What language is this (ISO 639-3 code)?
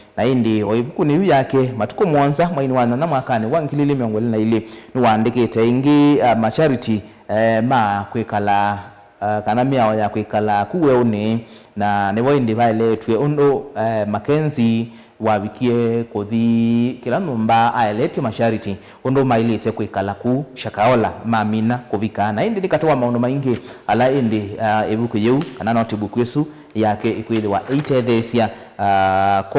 kam